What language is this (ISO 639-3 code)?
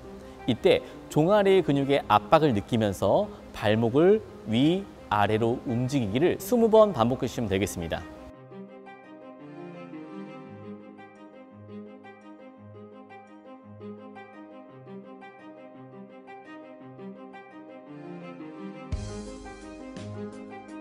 kor